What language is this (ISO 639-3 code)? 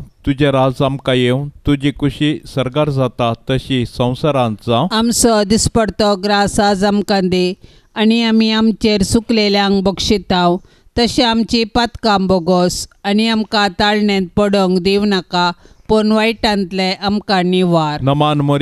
kok